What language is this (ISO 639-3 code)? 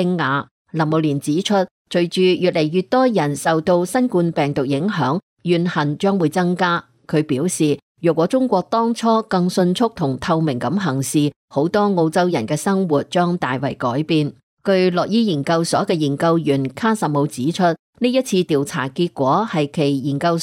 yue